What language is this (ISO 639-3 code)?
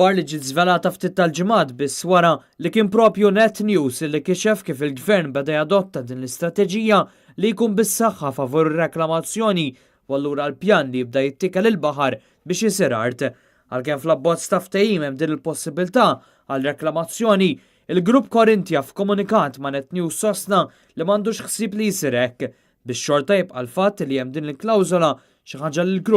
mlt